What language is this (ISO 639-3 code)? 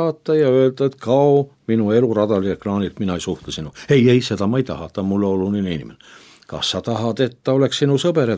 est